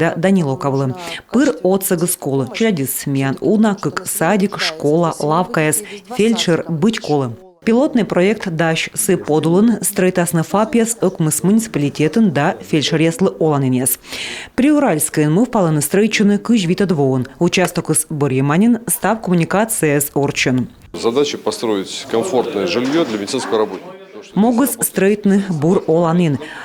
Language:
Komi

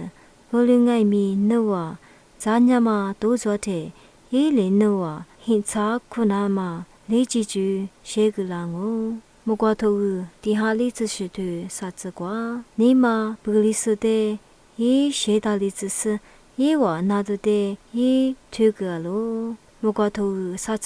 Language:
Lisu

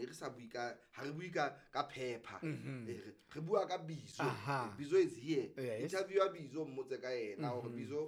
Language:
Southern Sotho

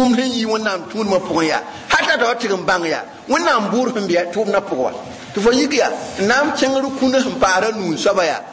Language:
Mossi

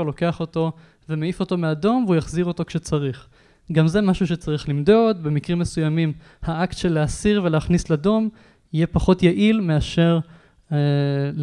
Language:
Hebrew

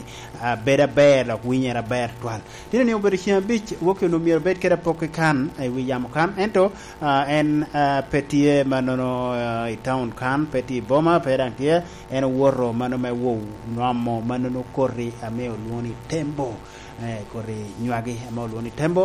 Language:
Lango (Uganda)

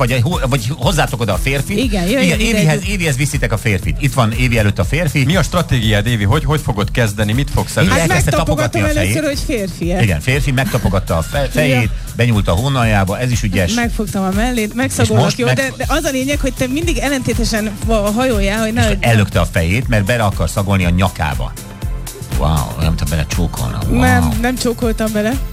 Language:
Hungarian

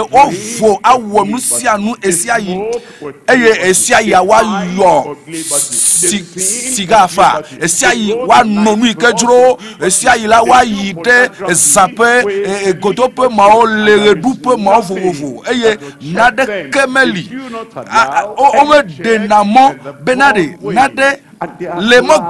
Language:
Ewe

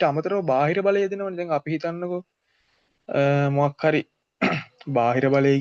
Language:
Sinhala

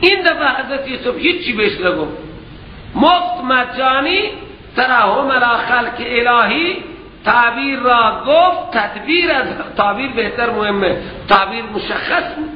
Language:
Persian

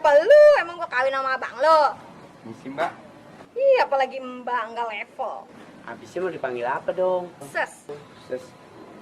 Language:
Betawi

